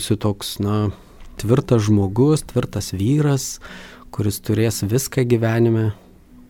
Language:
Lithuanian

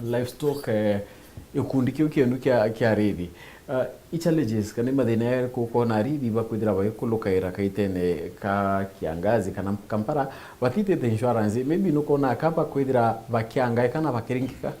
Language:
Meru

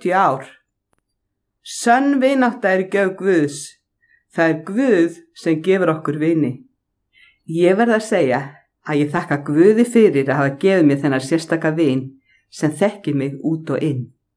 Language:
Icelandic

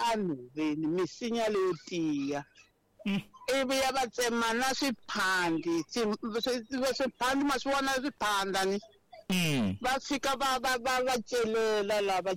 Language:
Tsonga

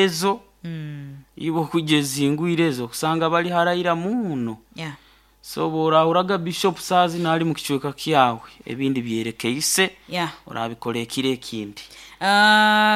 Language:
Nyoro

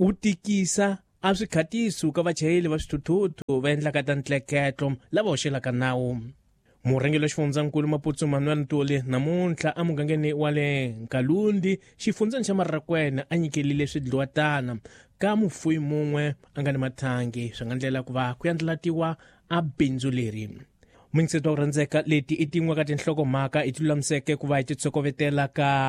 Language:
Tsonga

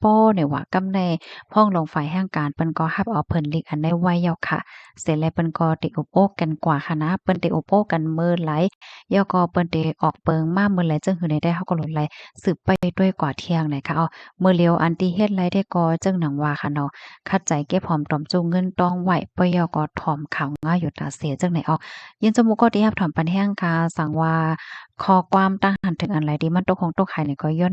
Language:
Shan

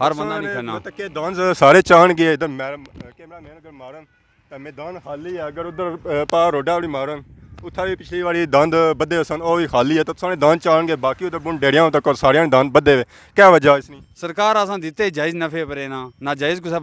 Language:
Pahari-Potwari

